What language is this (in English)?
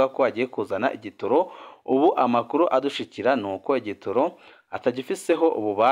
Rundi